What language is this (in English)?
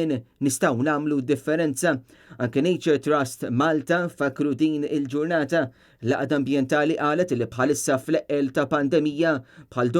Maltese